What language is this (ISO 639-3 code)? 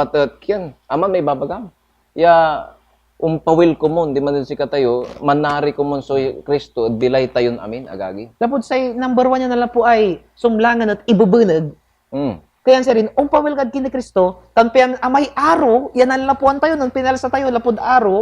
pag